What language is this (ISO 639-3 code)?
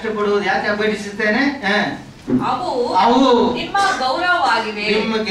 kan